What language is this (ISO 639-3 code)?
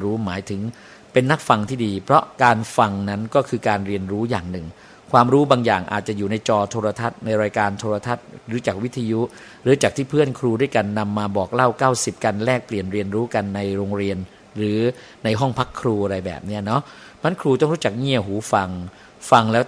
tha